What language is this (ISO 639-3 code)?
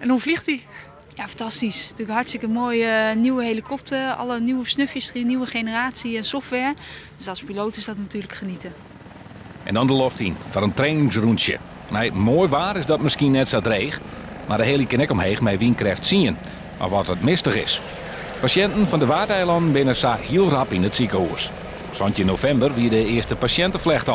fry